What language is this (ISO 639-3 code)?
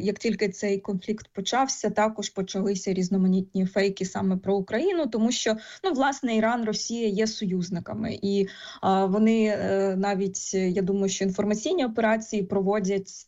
ukr